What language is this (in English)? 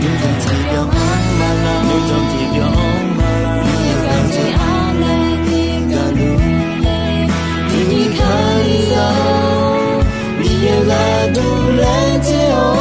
Akha